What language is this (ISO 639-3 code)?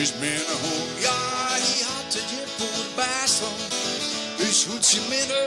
fry